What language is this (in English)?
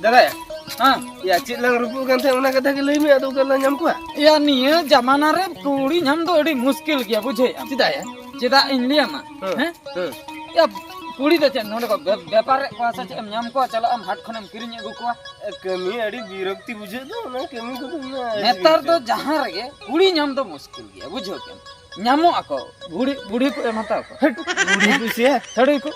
Santali